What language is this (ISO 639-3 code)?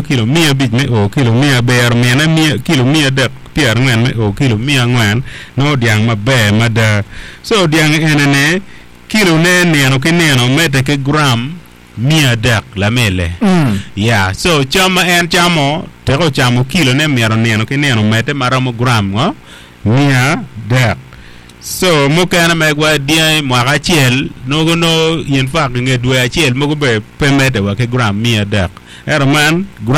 ach